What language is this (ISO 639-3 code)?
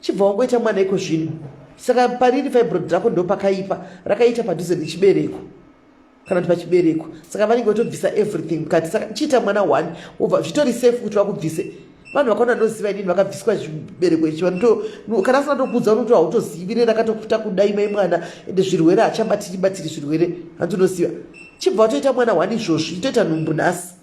sna